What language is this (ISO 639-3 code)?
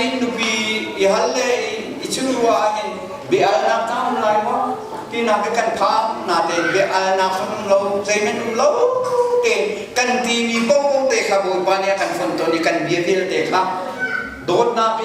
cnh